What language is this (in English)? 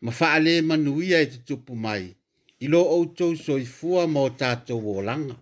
Samoan